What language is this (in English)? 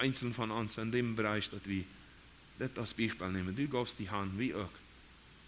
Plautdietsch